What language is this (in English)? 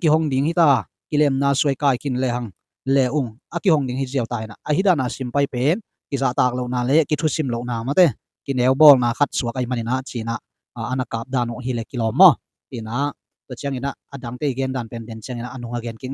Tedim Chin